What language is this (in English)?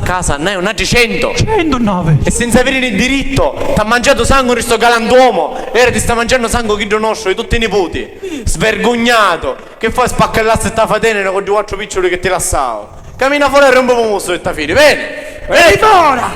Sicilian